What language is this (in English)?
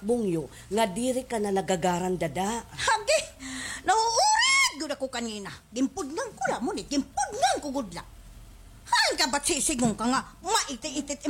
Waray